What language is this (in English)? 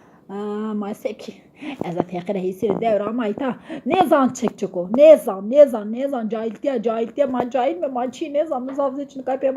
Zaza